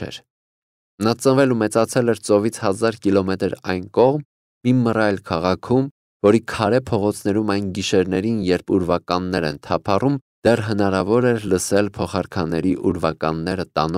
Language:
Armenian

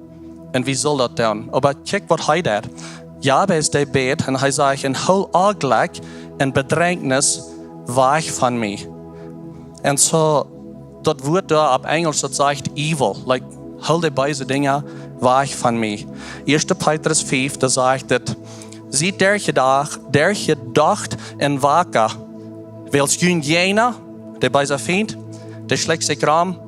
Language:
Plautdietsch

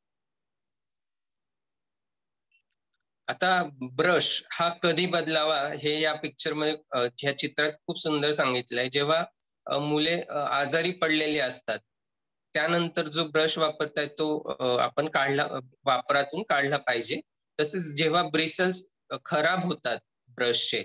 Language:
Marathi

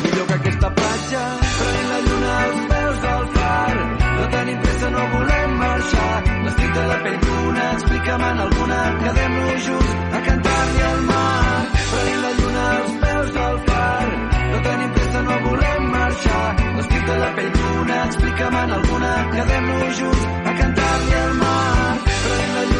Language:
Catalan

